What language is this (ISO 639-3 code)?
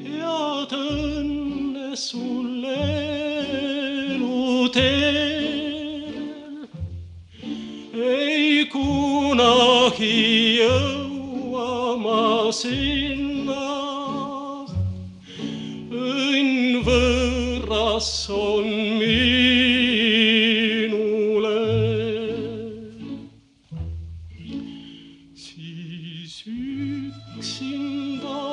est